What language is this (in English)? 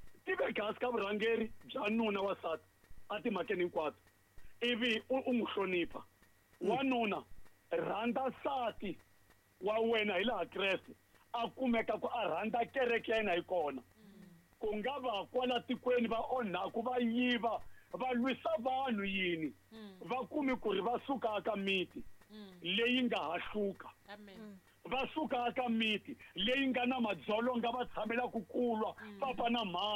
Tsonga